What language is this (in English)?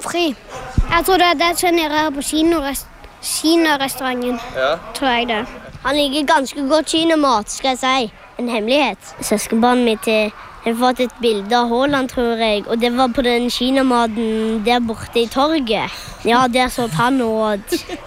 Norwegian